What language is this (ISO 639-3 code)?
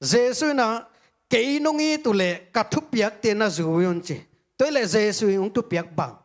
ctd